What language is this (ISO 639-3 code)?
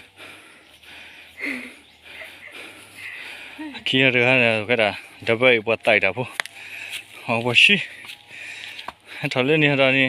ksw